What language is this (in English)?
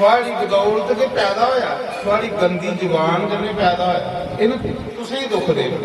Dogri